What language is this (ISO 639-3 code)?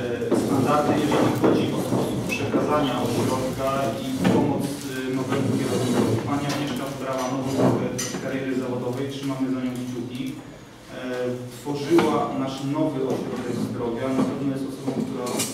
pol